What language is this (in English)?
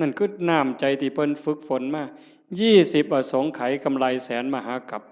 Northeastern Thai